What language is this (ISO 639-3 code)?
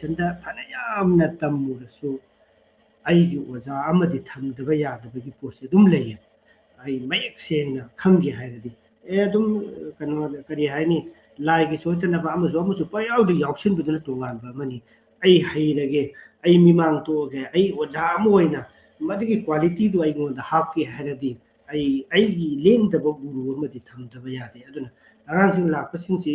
mni